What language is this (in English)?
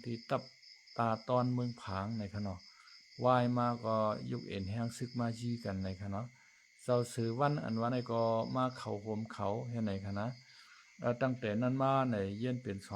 Shan